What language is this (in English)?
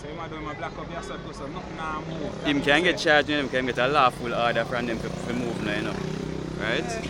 Jamaican Creole English